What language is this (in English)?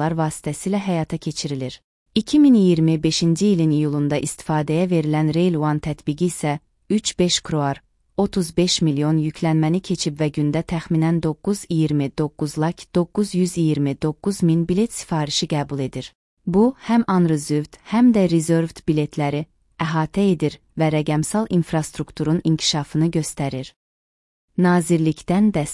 Azerbaijani